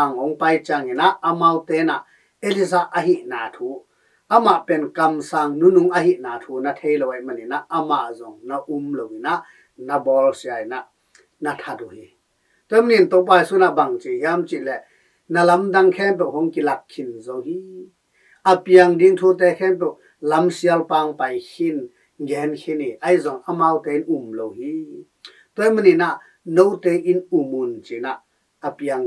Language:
Tedim Chin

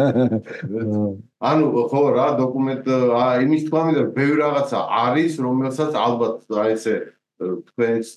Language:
Georgian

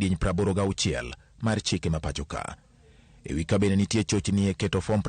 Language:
Luo (Kenya and Tanzania)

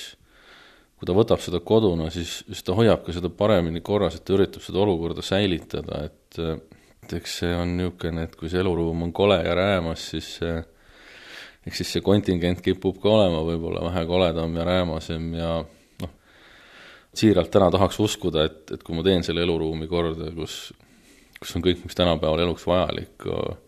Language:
Estonian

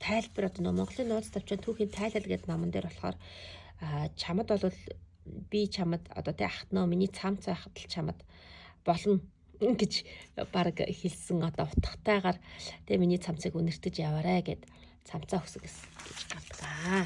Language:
Mongolian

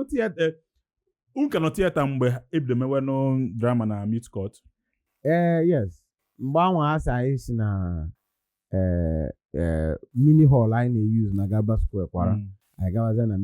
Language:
Igbo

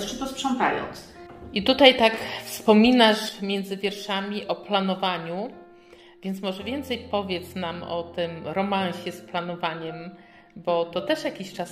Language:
Polish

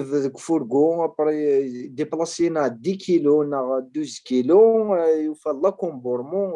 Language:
Kabyle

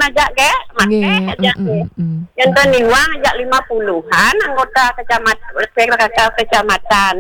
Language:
Balinese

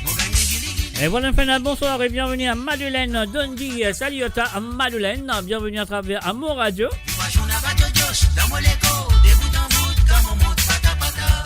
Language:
Morisyen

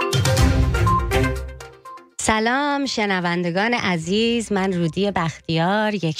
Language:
Persian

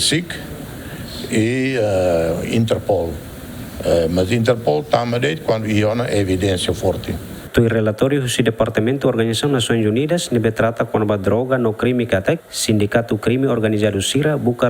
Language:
Tetum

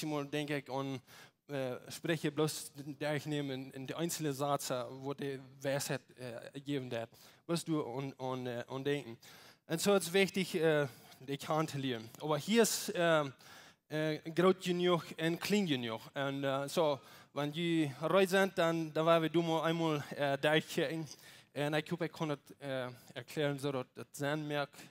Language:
Plautdietsch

